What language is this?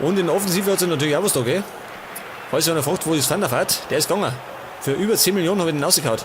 Bavarian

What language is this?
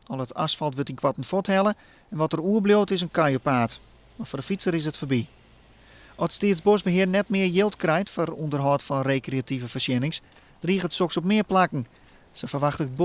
Western Frisian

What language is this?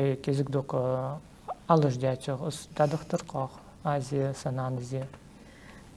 Ingush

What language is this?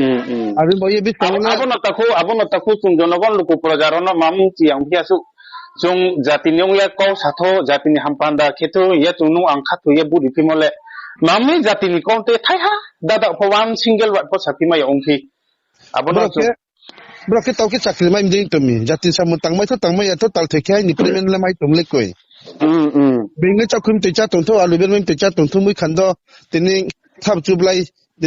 Riang (India)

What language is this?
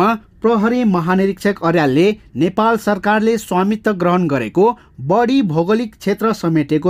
Nepali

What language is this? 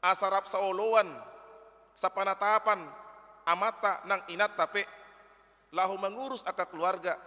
Batak Toba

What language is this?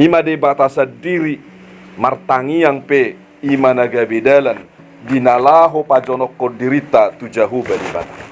Batak Toba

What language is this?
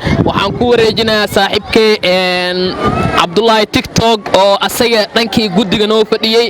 Somali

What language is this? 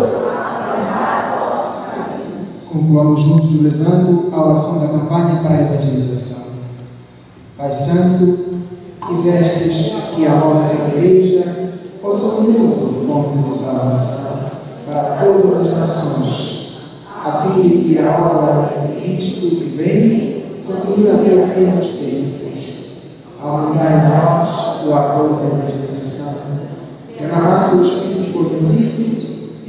Portuguese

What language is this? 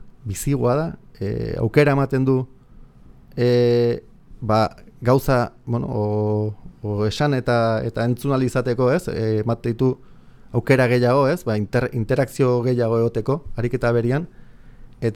Basque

